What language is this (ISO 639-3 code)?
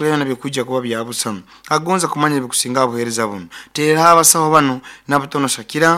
nyo